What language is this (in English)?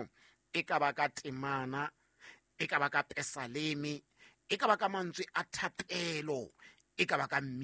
Southern Sotho